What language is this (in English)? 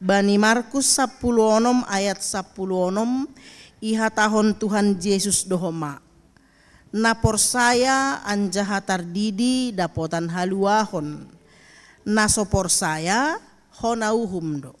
Batak Simalungun